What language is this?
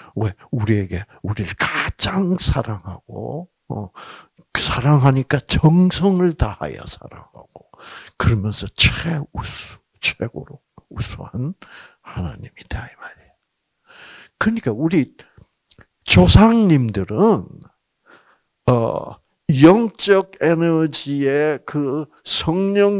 Korean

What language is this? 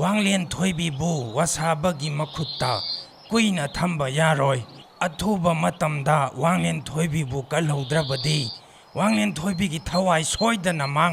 Manipuri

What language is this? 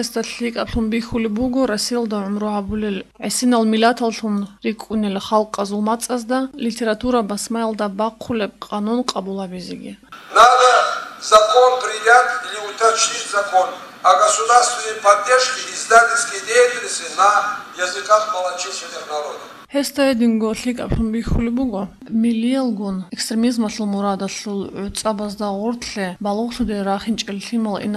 Avaric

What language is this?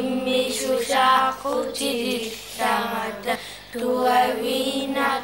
Kalaallisut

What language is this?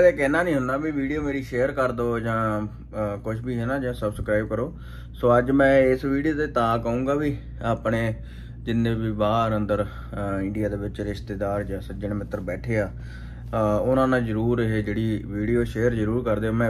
Punjabi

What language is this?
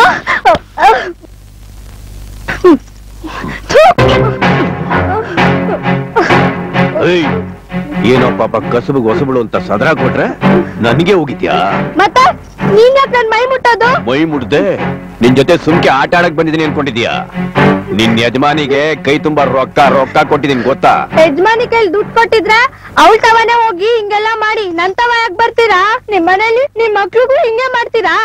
Kannada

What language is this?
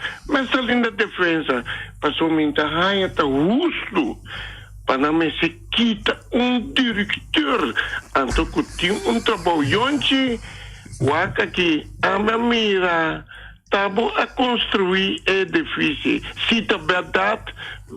Papiamento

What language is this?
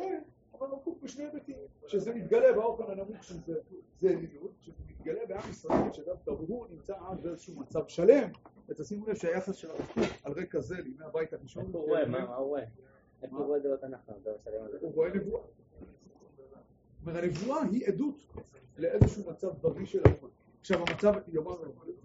Hebrew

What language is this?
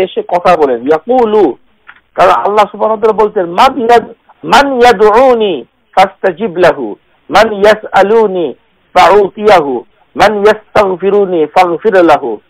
Bangla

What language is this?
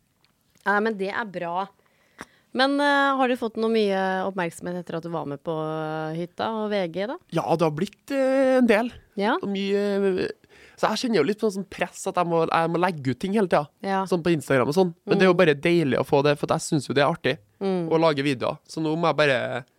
Norwegian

